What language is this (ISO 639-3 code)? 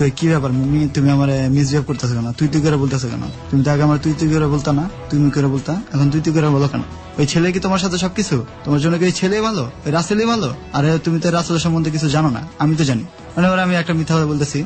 ben